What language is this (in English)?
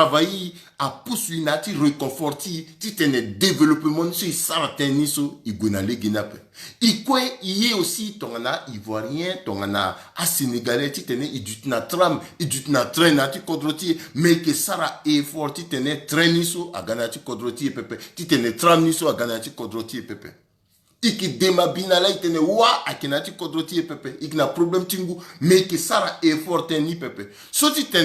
Sango